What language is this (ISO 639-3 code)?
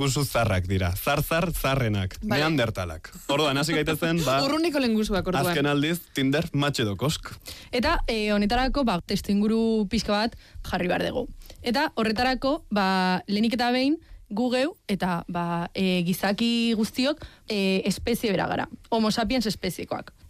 eus